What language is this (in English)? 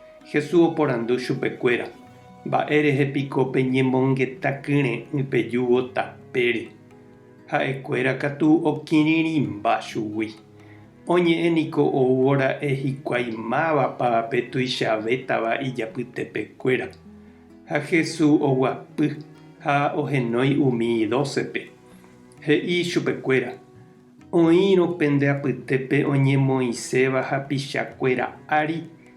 Guarani